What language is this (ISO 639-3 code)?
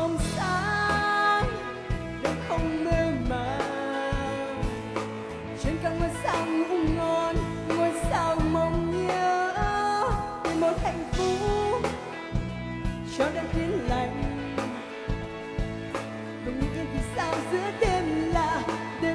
vie